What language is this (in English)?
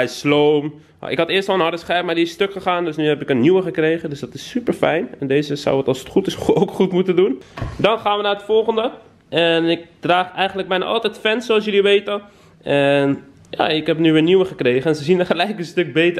Dutch